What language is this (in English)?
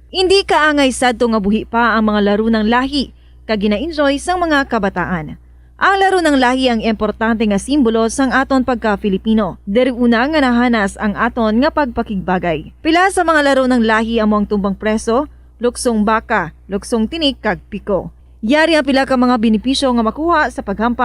Hiligaynon